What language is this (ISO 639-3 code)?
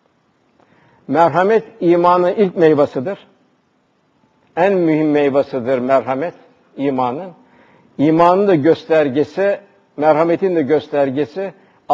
tur